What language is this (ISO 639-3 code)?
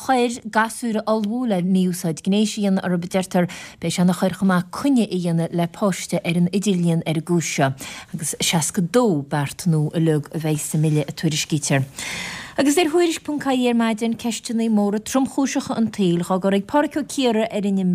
gle